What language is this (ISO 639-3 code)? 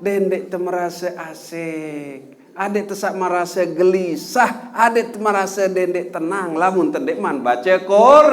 sas